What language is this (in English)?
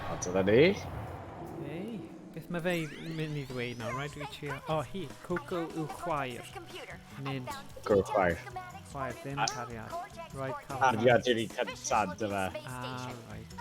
Welsh